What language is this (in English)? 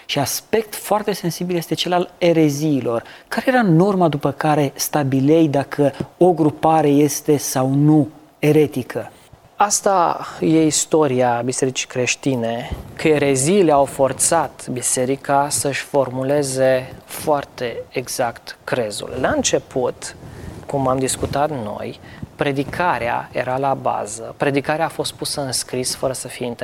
Romanian